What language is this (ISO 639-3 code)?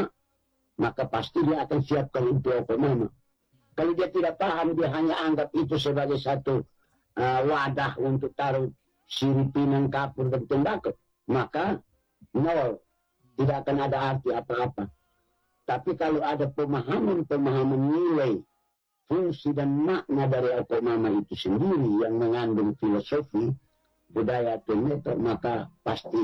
ind